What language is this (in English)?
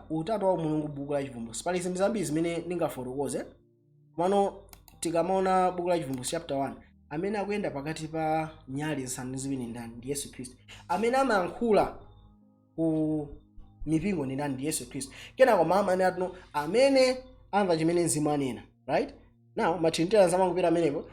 Nyanja